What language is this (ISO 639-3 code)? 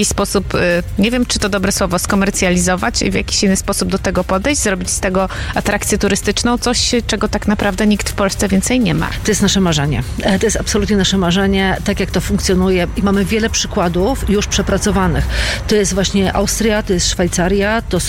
pol